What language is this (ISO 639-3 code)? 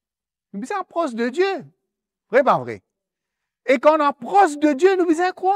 mfe